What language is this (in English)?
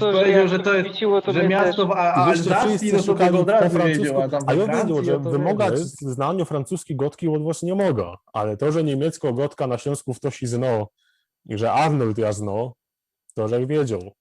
Silesian